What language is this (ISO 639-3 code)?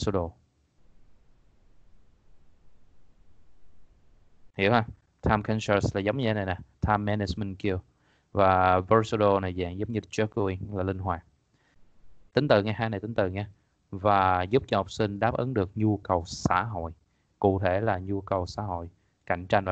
vie